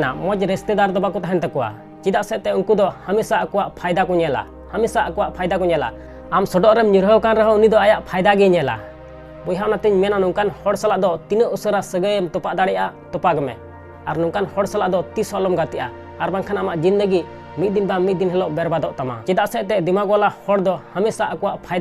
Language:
Santali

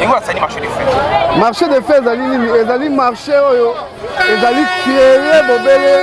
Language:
Lingala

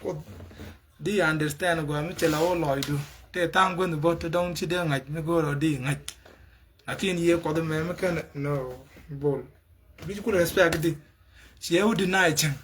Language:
Nuer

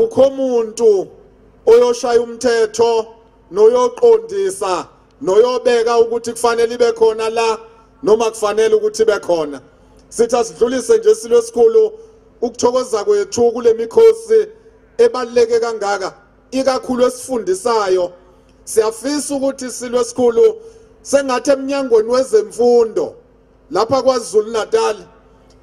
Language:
Zulu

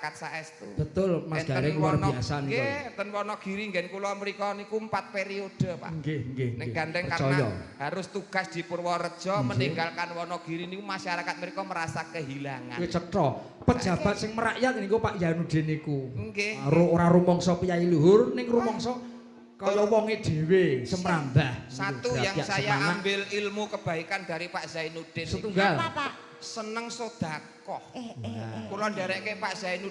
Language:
Javanese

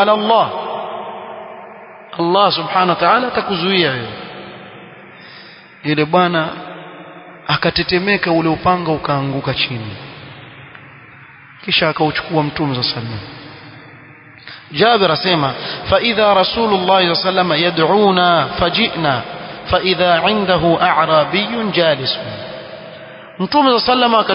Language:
Swahili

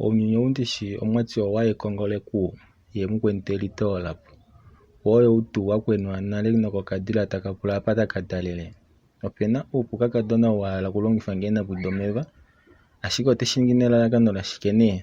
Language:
Kuanyama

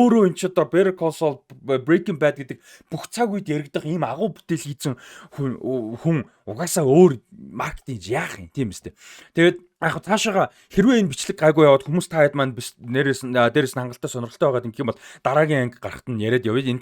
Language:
Mongolian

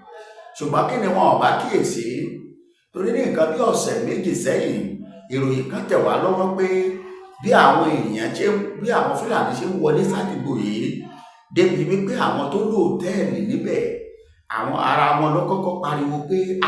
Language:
Yoruba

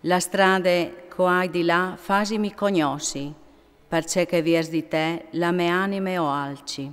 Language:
Friulian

